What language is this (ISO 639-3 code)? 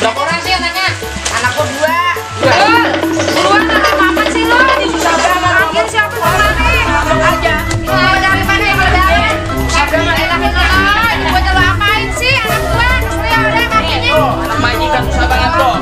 bew